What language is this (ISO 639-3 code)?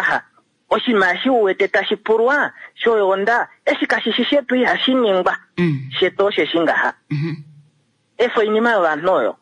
kua